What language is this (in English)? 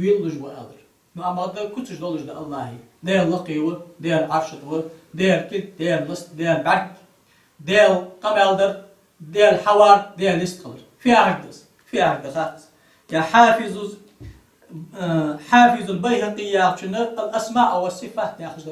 Ingush